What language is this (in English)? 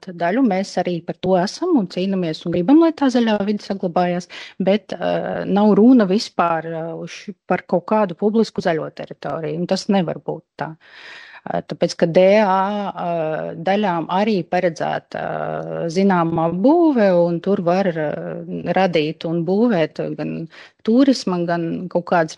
Latvian